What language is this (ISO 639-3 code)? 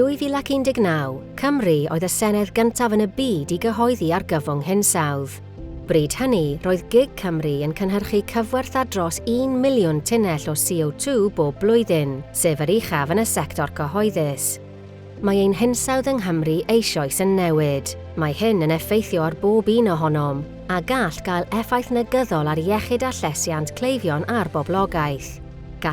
cym